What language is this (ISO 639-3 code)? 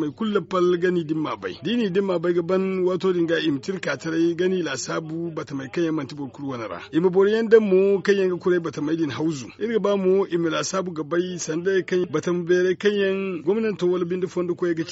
dje